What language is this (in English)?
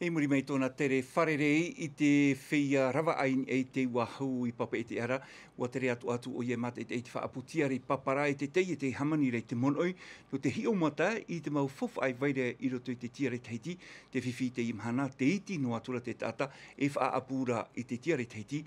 Tahitian